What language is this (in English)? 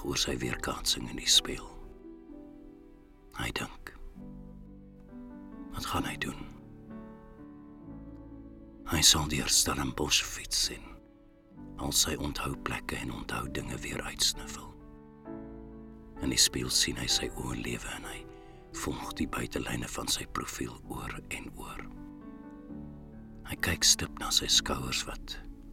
Afrikaans